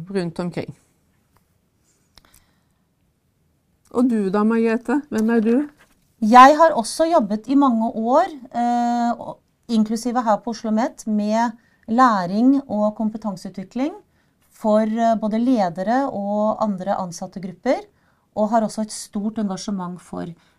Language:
Norwegian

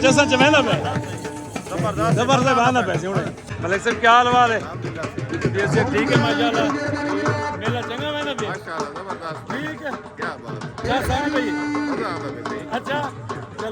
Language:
Saraiki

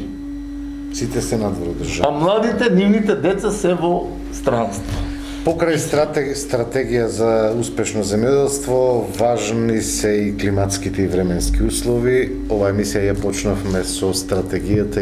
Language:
Macedonian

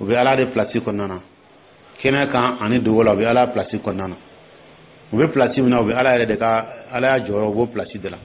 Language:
Dyula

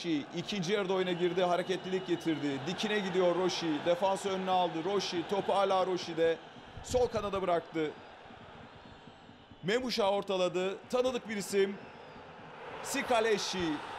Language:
Turkish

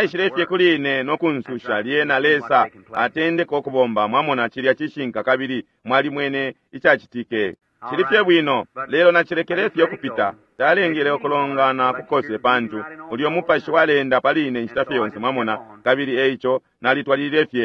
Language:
Bemba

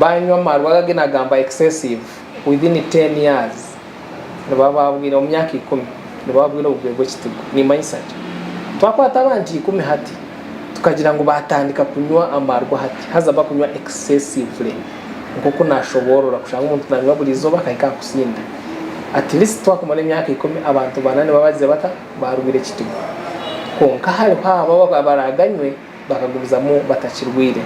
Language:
Nyankole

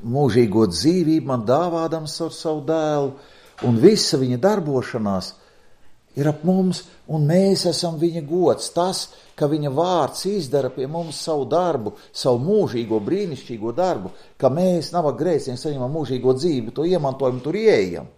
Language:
Latvian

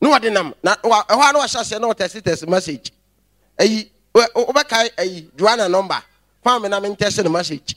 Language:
Akan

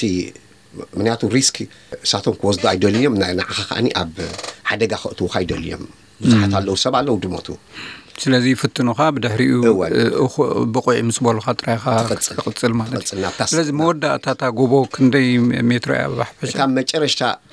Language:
Tigrinya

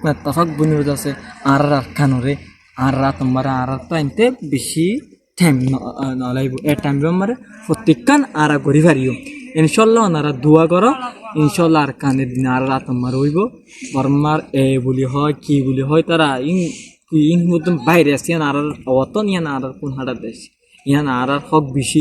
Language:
Rohingya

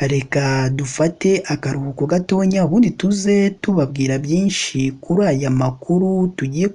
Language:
Kinyarwanda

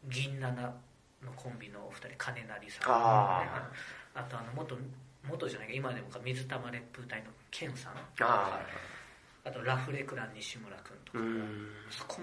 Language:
Japanese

